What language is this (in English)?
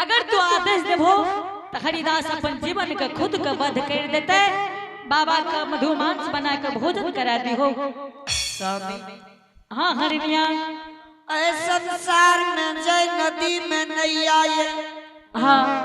Angika